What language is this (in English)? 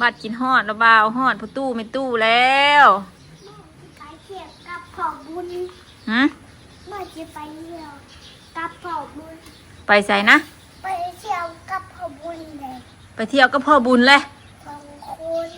Northeastern Thai